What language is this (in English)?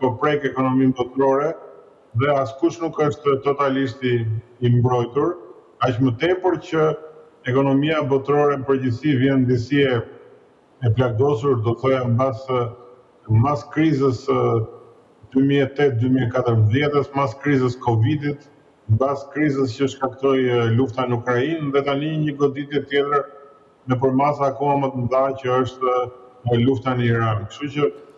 Albanian